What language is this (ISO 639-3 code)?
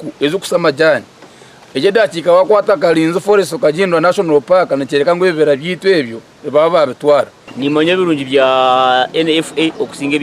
nyn